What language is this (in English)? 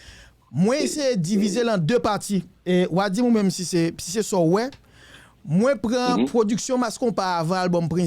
Haitian Creole